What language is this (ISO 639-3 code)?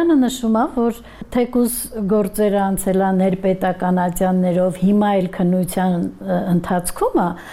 hye